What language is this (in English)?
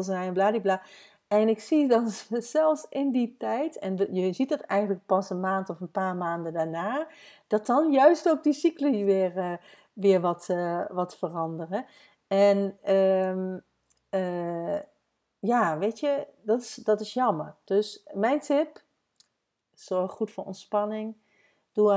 Dutch